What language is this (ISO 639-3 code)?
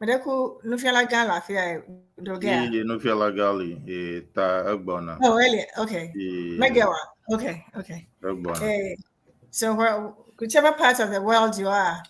ewe